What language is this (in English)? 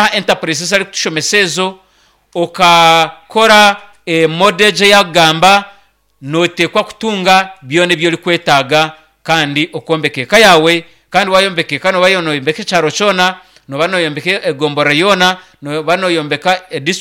Nyankole